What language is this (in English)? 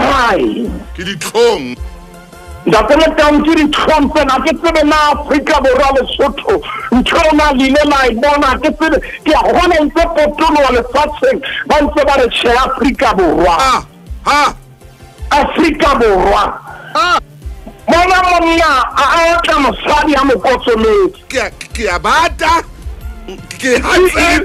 Southern Sotho